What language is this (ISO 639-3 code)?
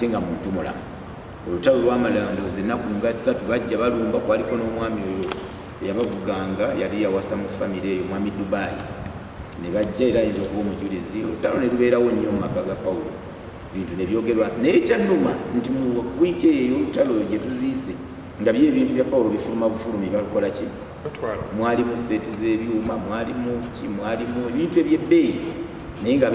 lug